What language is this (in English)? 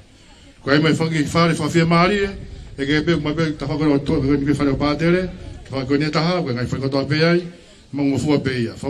Tongan